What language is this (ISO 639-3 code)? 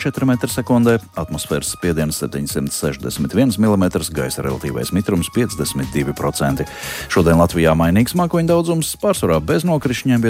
lav